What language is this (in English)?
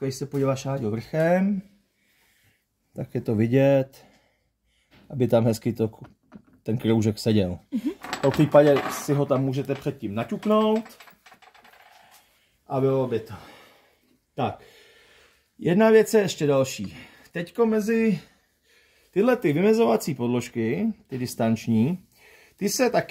Czech